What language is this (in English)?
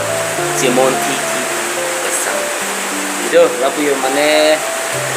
Karbi